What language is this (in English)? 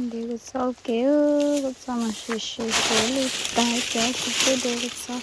Hmong